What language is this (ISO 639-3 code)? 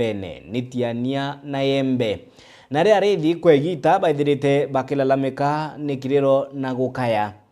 mer